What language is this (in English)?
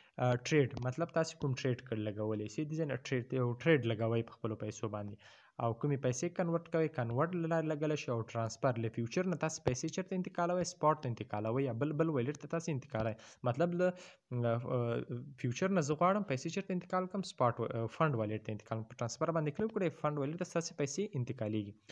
Pashto